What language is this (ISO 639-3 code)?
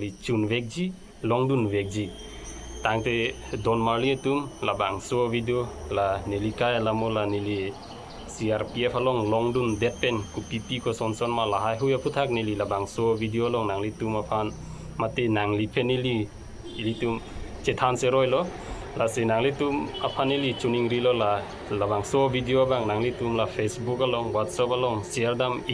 mjw